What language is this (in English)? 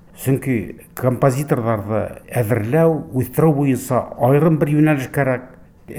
Bashkir